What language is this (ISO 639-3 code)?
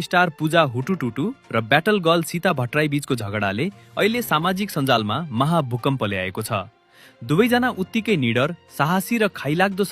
nep